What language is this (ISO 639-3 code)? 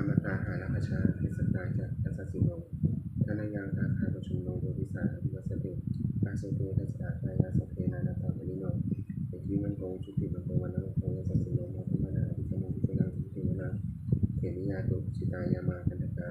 pli